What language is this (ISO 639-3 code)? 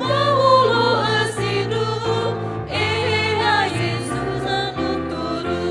nia